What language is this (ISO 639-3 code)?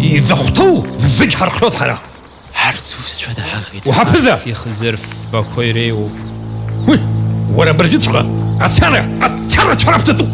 abk